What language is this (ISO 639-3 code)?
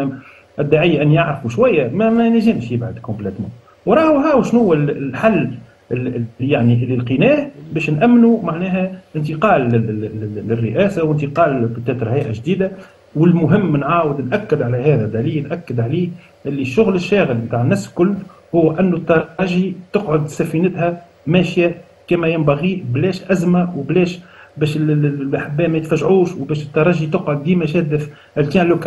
aeb